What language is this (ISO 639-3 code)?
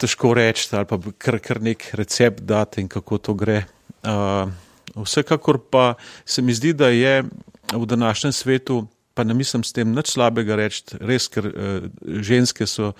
slv